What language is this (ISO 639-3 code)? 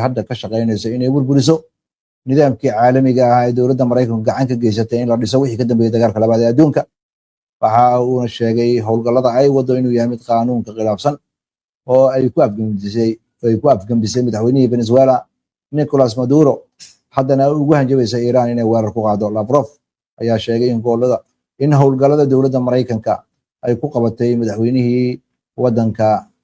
som